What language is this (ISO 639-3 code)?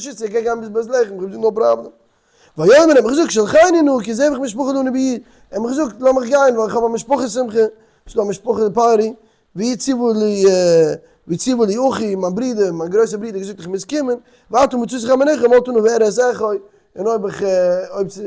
yid